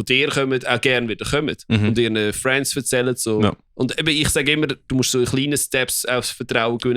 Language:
Swiss German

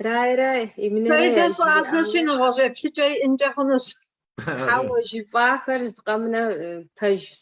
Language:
Kabardian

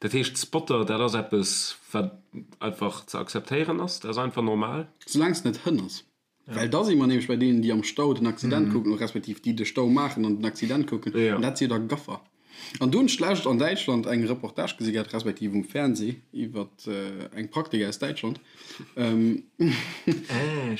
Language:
Luxembourgish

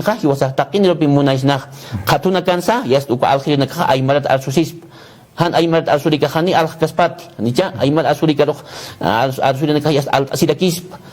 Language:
Aymara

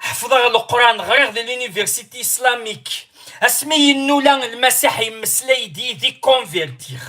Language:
Kabyle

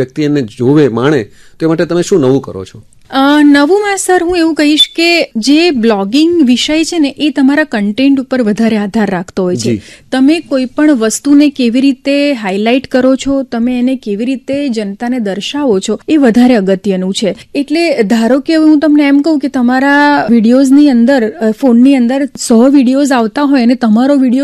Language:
Gujarati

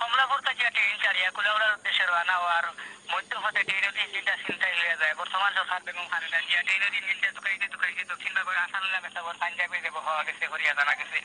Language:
Sylheti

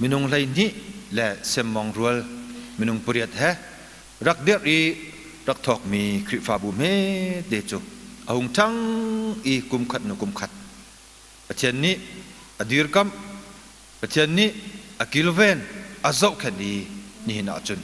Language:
Hakha Chin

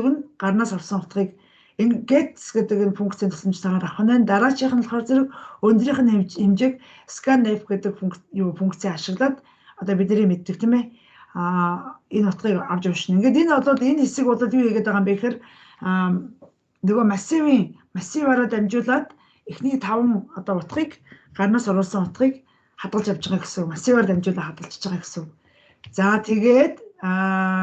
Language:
Mongolian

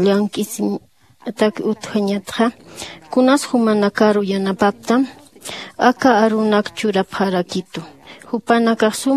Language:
Aymara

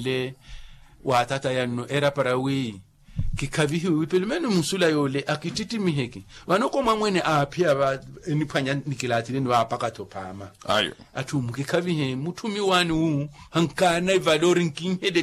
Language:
Makhuwa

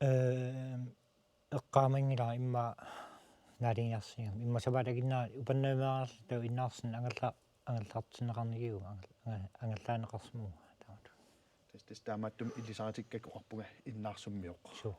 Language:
Kalaallisut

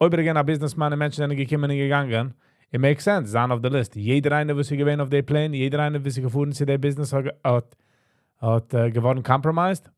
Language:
Yiddish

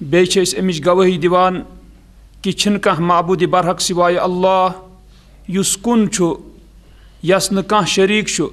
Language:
Kashmiri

